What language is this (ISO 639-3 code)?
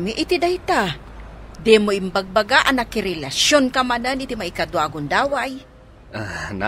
ilo